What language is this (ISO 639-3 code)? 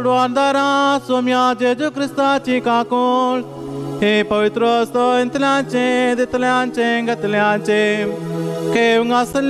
kok